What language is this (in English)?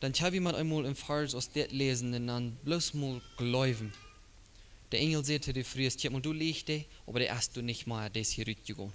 Plautdietsch